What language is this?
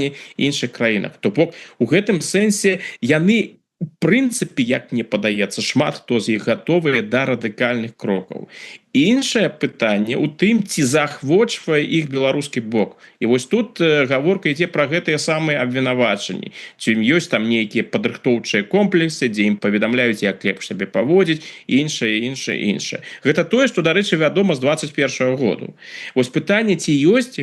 Belarusian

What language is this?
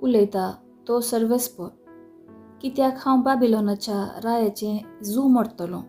Konkani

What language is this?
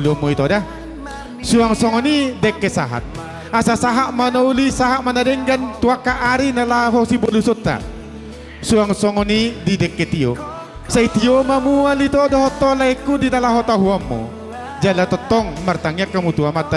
Batak Toba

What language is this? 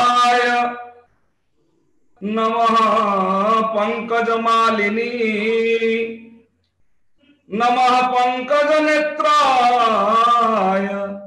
Odia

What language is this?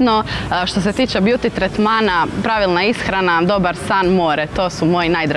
Croatian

